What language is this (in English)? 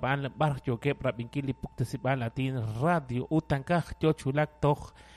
Kekchí